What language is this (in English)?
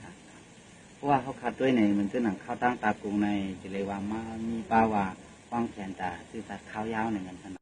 Shan